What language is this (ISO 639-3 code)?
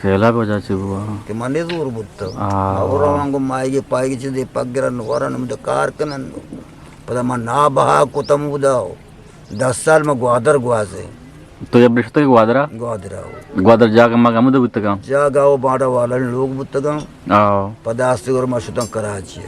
bgp